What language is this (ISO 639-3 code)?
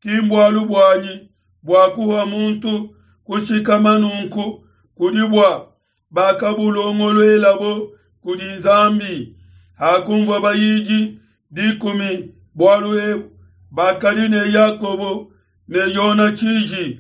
lua